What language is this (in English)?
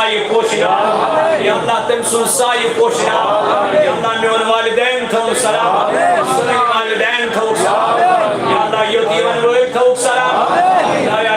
Kashmiri